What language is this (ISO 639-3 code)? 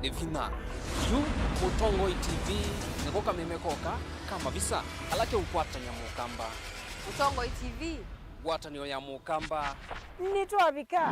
kam